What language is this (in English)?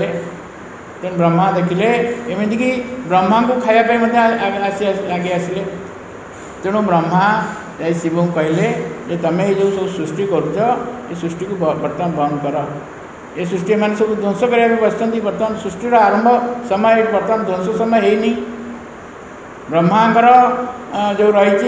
Odia